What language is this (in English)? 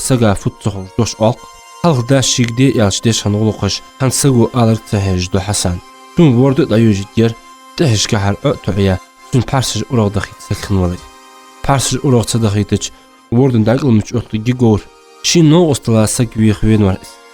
Ingush